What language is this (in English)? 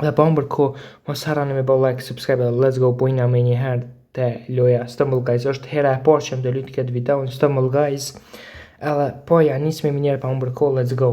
Albanian